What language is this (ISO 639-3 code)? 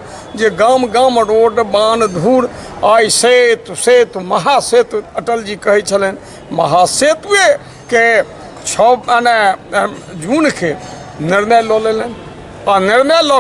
mai